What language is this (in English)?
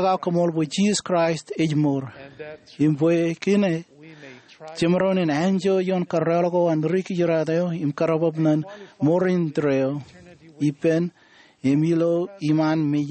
Marshallese